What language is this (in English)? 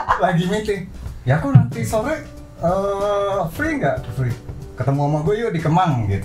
Indonesian